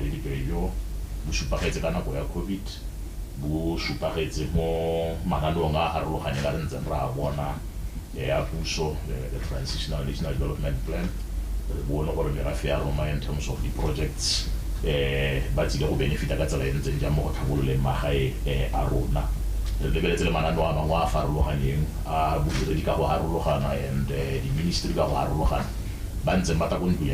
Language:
Tswana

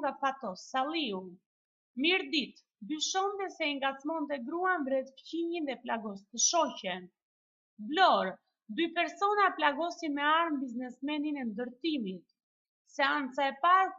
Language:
Albanian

